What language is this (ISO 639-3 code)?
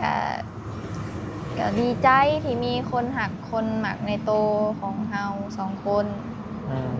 tts